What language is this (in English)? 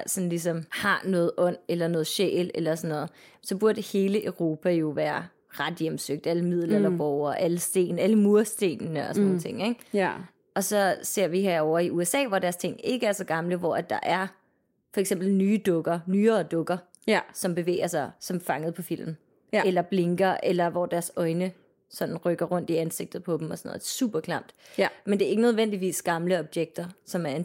Danish